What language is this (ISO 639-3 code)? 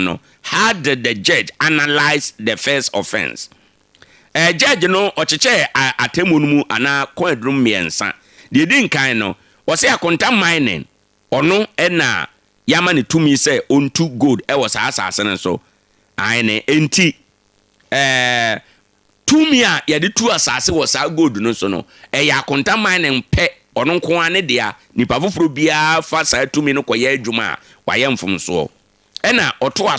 aka